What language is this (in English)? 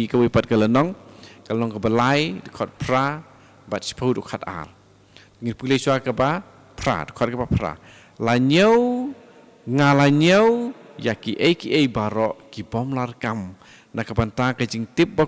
Khasi